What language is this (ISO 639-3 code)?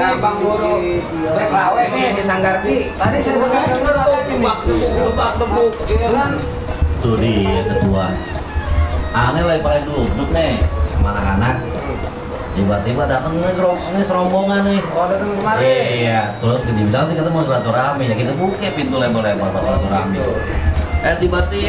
bew